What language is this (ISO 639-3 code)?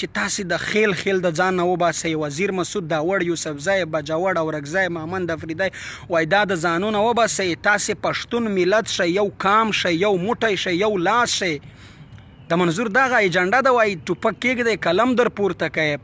pus